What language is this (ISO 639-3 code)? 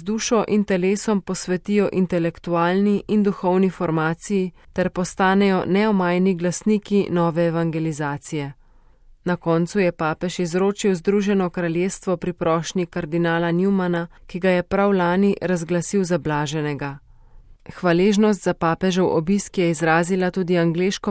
slv